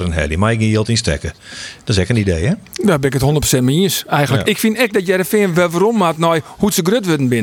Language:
Western Frisian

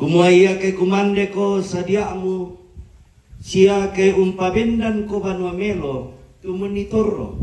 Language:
Toraja-Sa'dan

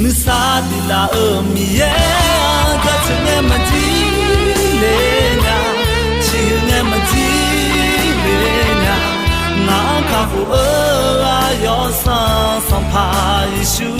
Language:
Akha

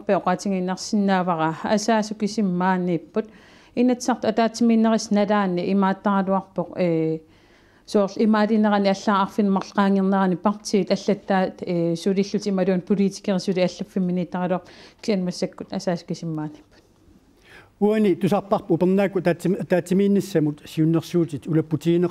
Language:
Kalaallisut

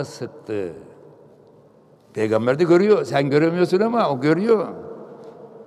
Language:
Turkish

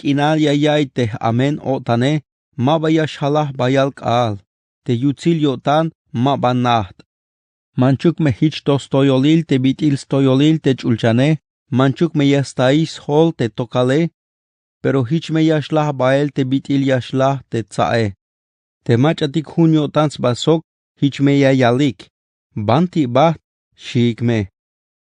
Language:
Tzeltal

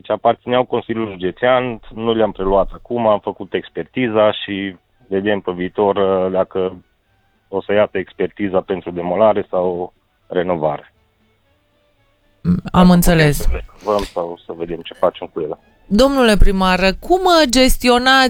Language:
Romanian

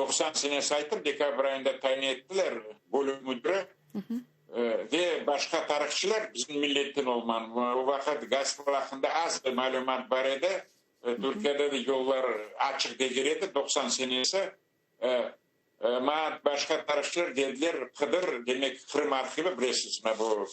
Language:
Crimean Tatar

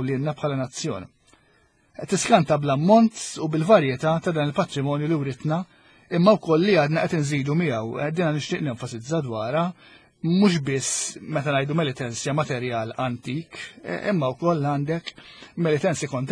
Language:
Maltese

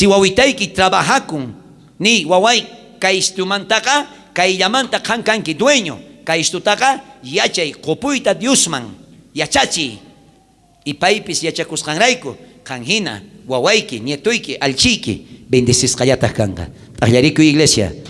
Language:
South Bolivian Quechua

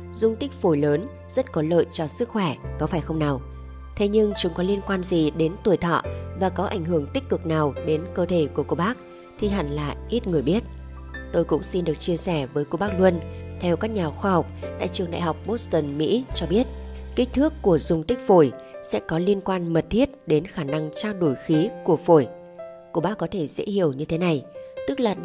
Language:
Vietnamese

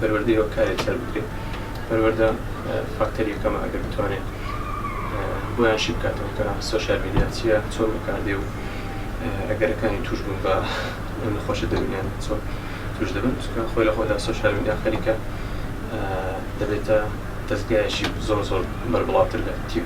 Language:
Central Kurdish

